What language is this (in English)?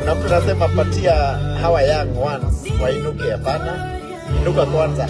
Kikuyu